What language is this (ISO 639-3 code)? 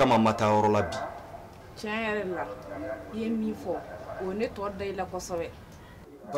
bam